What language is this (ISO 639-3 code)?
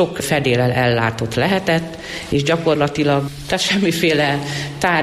hun